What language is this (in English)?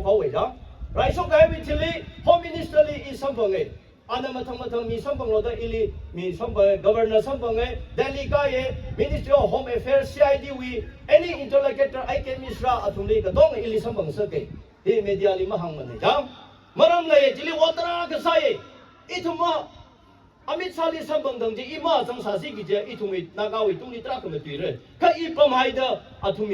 Tangkhul Naga (India)